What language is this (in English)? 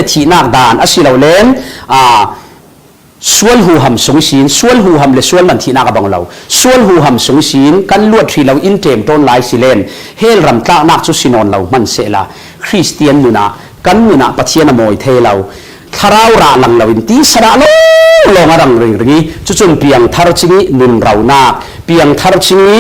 Falam Chin